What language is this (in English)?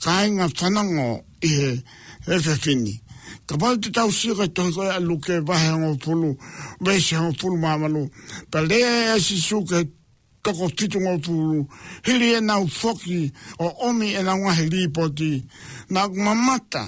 Tongan